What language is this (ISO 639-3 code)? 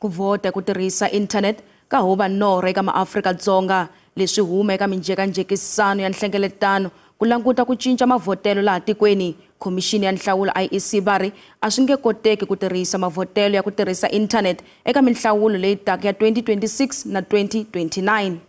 tso